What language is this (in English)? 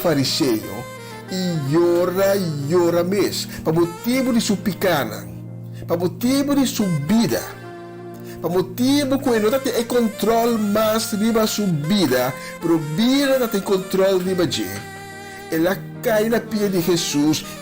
Papiamento